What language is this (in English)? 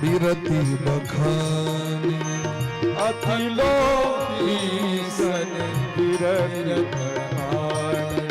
Maithili